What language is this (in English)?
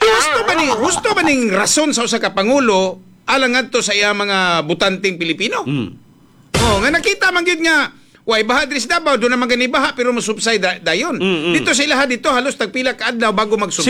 Cebuano